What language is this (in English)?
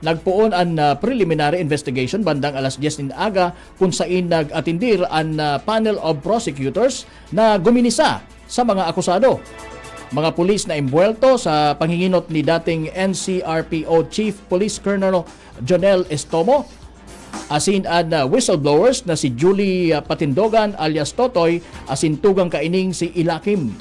Bikol